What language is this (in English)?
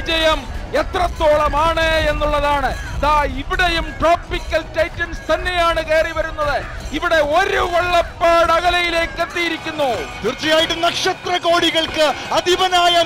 Malayalam